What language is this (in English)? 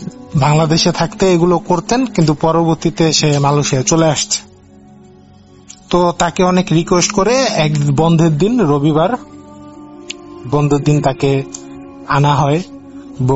Bangla